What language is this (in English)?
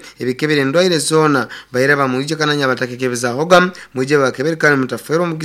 Nyoro